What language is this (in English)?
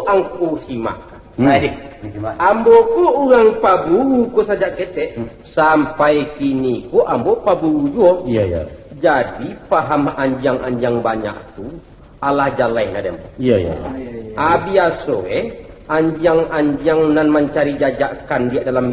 Minangkabau